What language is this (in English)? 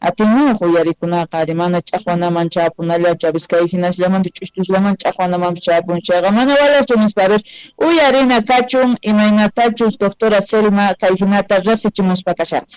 Quechua